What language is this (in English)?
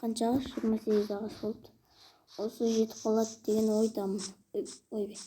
Kazakh